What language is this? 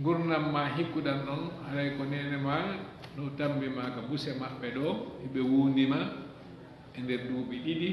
Fula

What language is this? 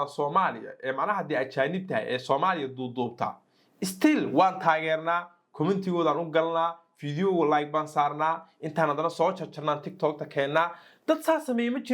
Somali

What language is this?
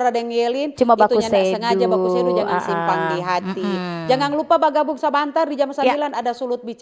Manado Malay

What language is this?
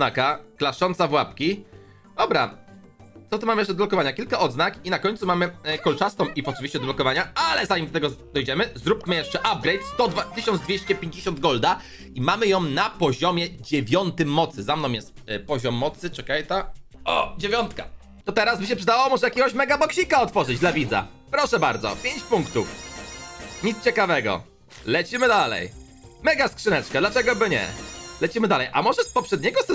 Polish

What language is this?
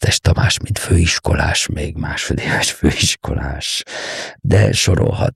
Hungarian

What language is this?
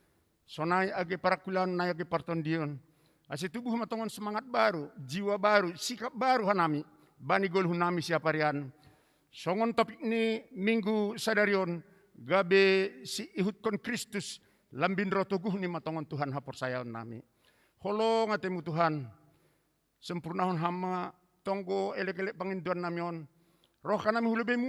Batak Simalungun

